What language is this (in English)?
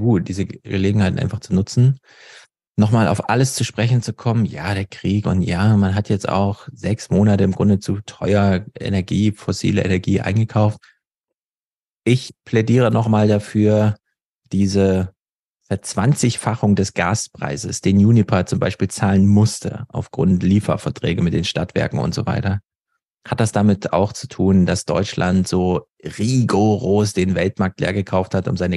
German